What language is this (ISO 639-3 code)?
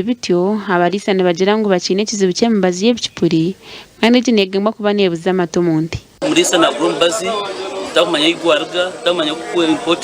nyn